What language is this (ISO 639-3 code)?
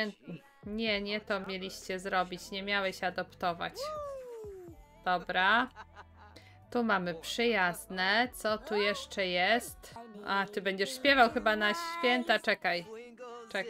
pol